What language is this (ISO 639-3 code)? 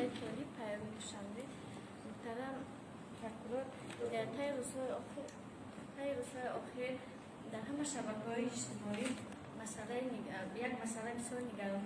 tgk